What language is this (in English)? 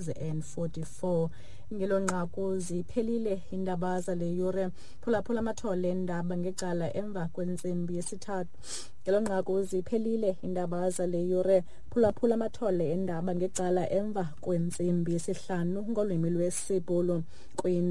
Xhosa